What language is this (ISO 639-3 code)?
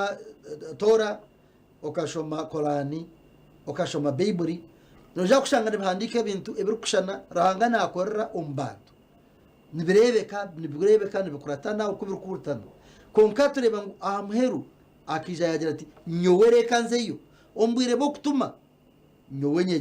nyn